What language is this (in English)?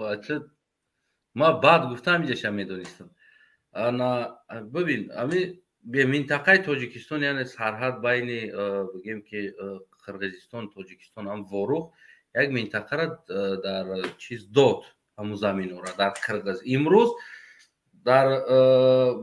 Tajik